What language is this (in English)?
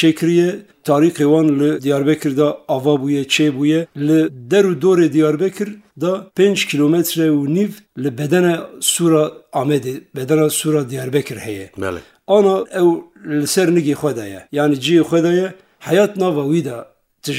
Kurdish